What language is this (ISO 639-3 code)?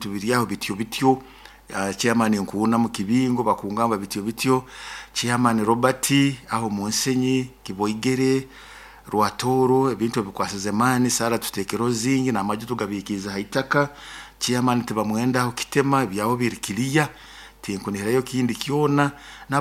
nyo